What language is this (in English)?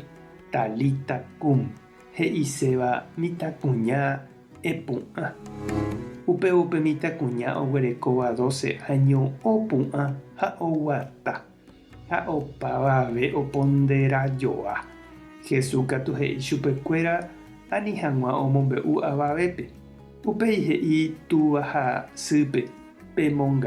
Guarani